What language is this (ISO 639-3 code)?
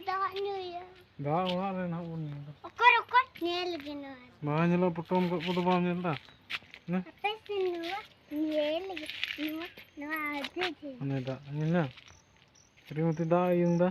sat